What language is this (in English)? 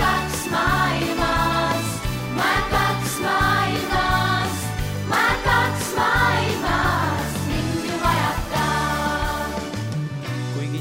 Estonian